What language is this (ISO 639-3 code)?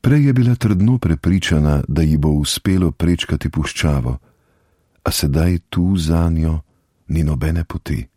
slv